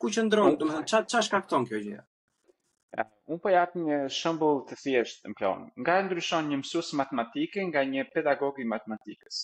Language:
Albanian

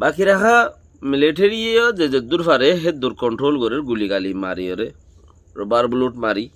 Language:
Rohingya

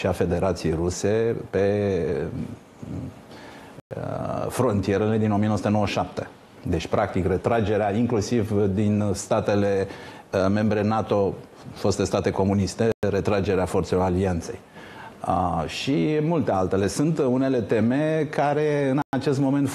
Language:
Romanian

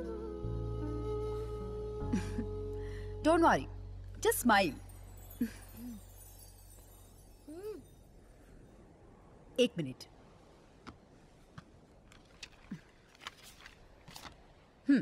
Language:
Marathi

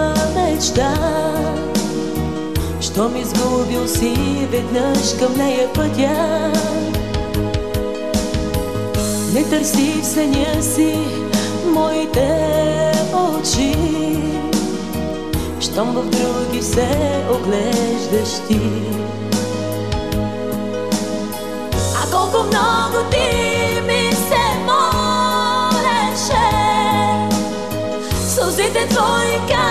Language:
Bulgarian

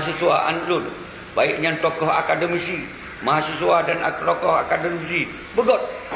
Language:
Achinese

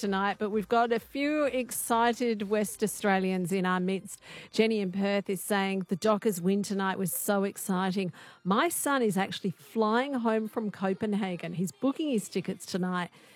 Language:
English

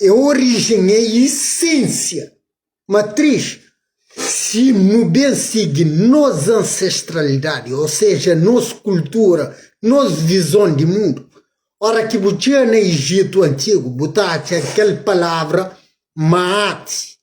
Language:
Kabuverdianu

